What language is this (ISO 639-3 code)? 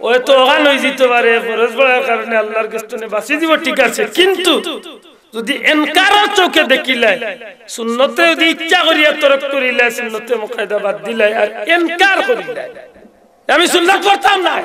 syl